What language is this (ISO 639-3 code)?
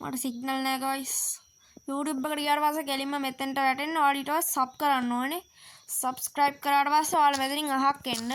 sin